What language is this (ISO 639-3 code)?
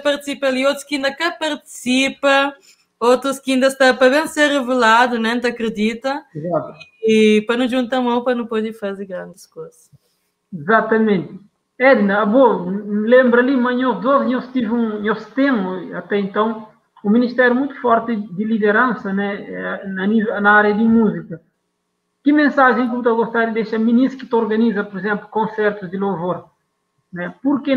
kea